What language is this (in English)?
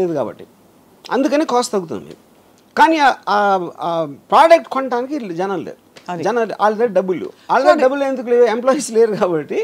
Telugu